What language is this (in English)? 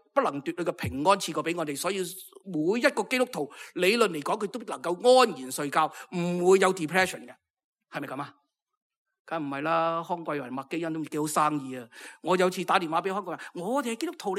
Cantonese